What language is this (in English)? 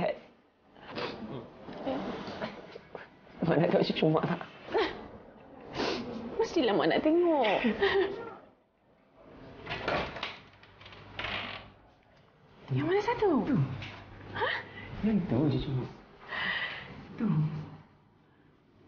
Malay